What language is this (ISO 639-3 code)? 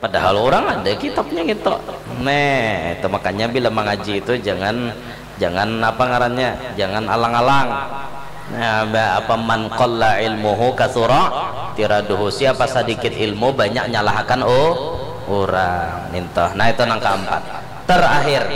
bjn